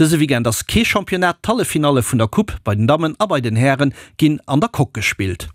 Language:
Luxembourgish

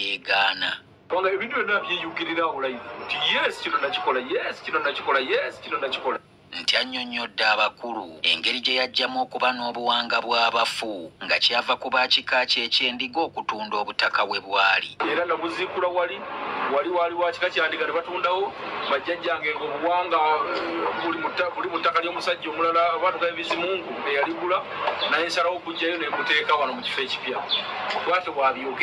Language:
Ganda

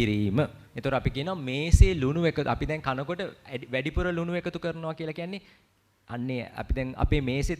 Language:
Sinhala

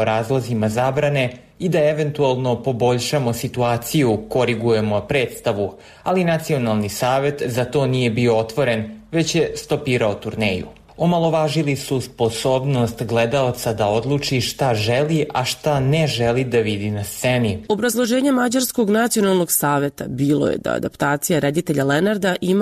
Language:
Serbian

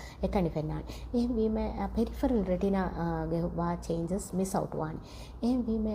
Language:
Divehi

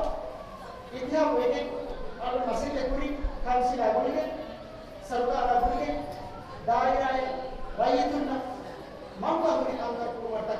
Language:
Divehi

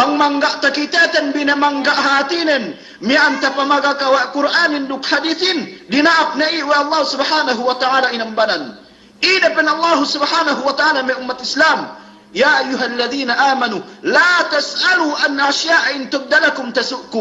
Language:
Yakan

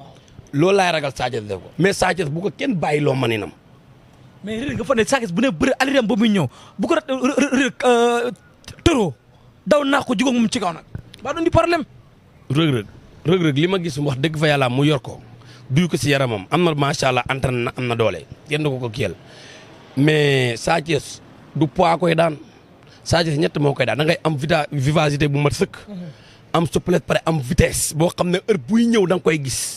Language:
Wolof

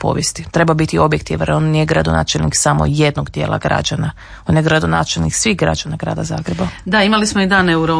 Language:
Croatian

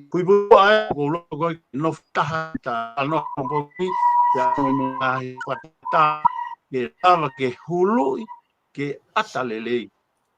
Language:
Tongan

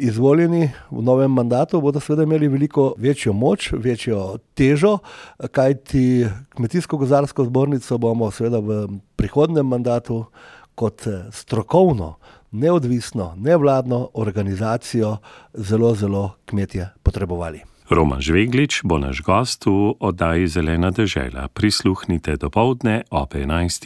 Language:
Slovenian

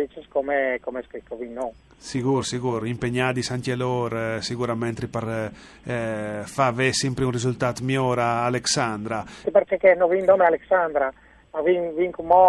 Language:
Friulian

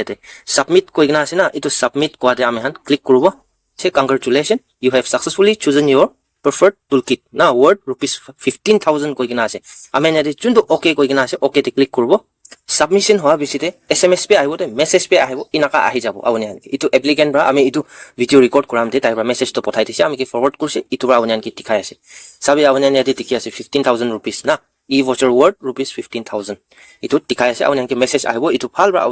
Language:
Naga Pidgin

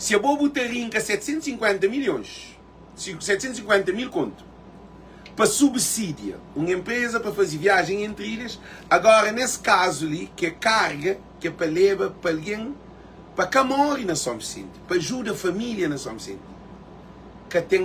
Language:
Kabuverdianu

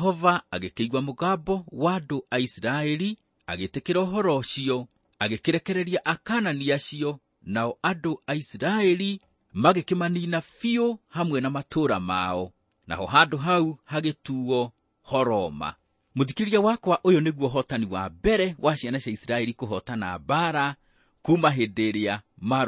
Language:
Kikuyu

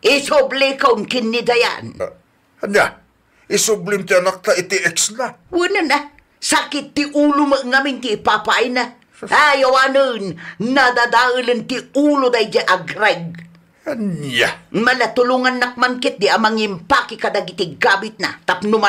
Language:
Iloko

